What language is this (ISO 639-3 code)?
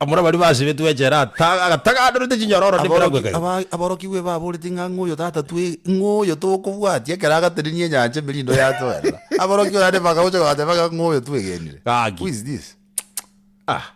guz